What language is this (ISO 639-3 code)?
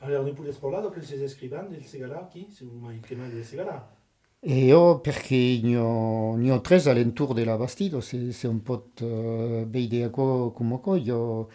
oci